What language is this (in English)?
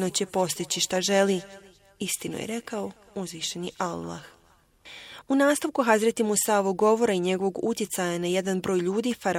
Bosnian